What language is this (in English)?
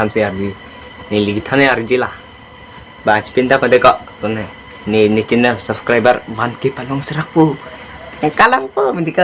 Karbi